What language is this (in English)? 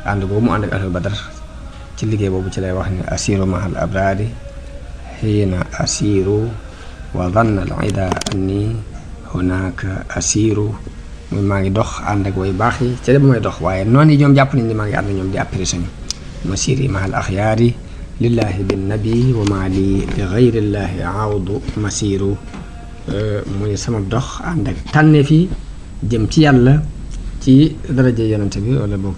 Wolof